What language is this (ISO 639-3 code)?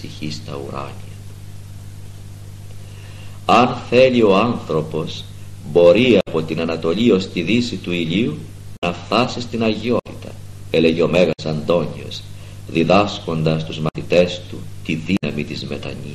ell